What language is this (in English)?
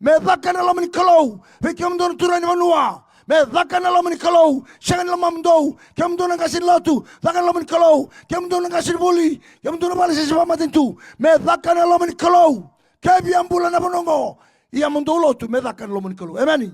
Fijian